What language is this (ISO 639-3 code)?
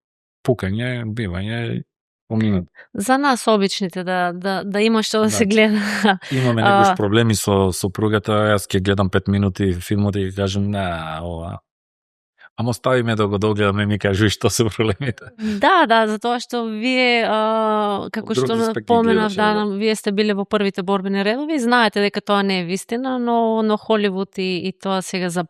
mkd